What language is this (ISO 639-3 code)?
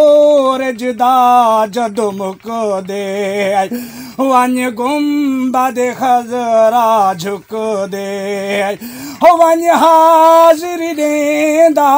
skr